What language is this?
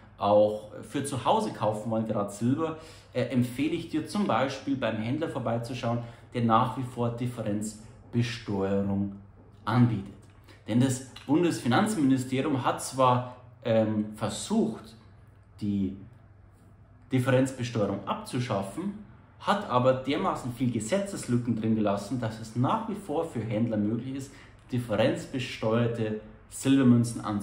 German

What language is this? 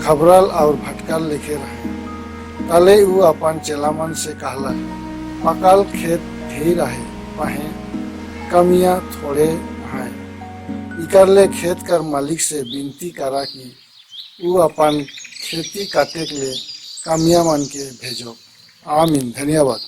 Sadri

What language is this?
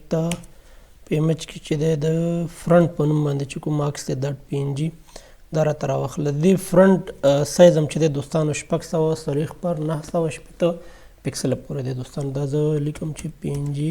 Pashto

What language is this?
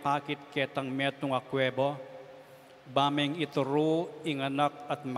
Pampanga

